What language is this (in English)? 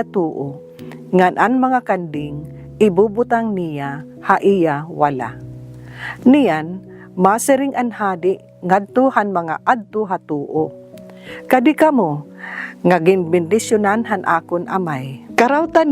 Waray